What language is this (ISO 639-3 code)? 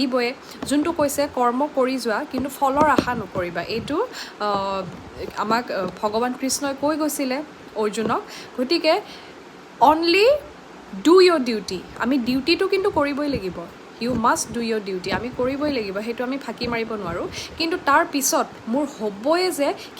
asm